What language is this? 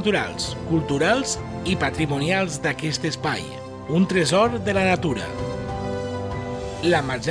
Catalan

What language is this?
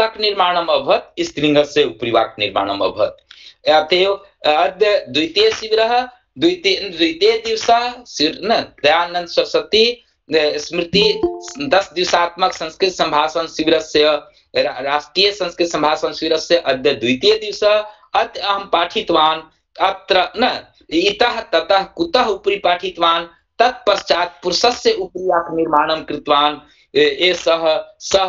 Sanskrit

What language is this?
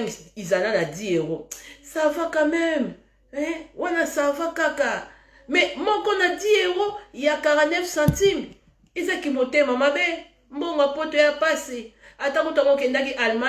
Lingala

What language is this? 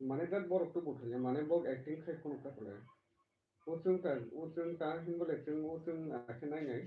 Kok Borok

